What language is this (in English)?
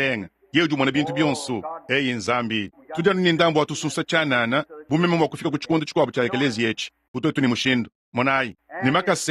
Luba-Lulua